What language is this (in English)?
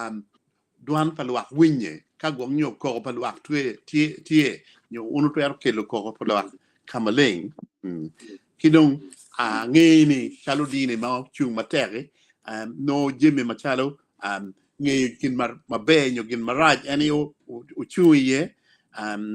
Acoli